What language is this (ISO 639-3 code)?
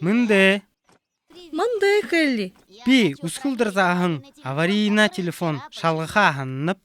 bua